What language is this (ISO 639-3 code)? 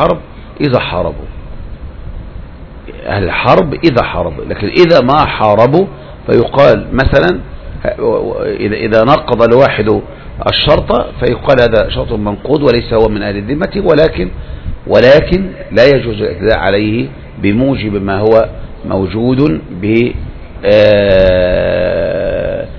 ara